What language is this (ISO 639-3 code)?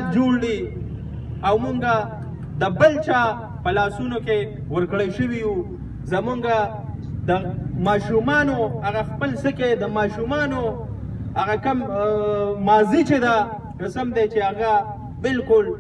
pus